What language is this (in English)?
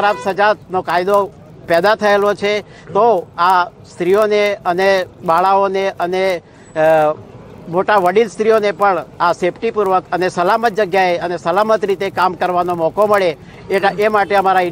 Gujarati